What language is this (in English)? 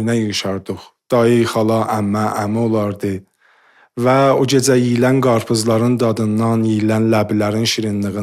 South Azerbaijani